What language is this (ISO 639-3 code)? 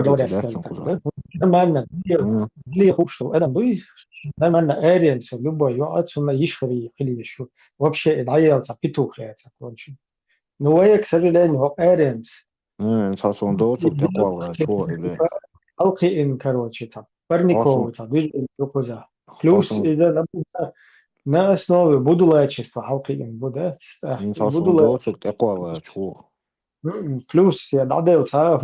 che